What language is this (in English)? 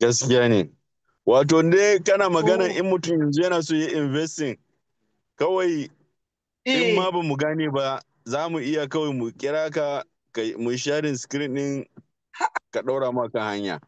Hausa